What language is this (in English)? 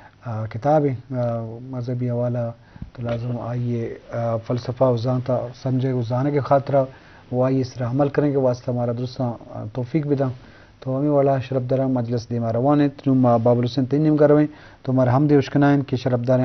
Eastern Balochi